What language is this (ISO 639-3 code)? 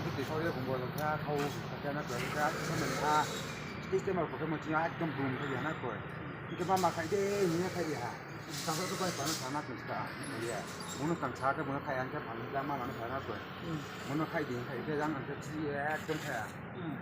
ria